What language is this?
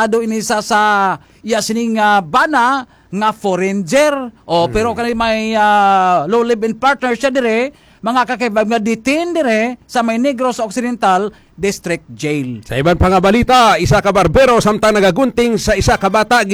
Hiligaynon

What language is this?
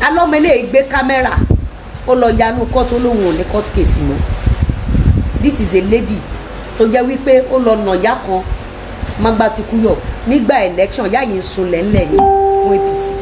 Yoruba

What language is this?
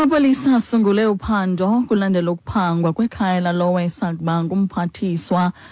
Xhosa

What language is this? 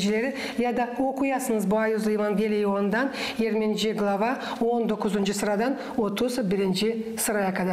Gagauz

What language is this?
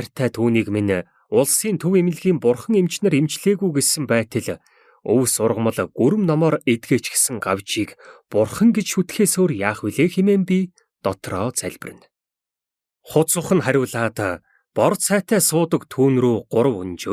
Mongolian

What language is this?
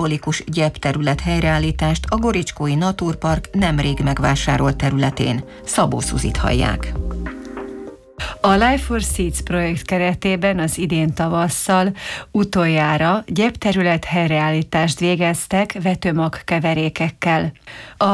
Hungarian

